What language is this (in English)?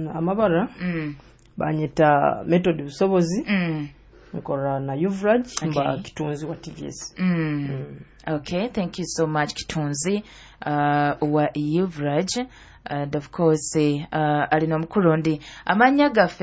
Nyoro